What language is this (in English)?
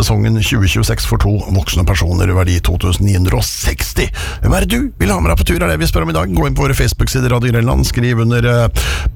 Norwegian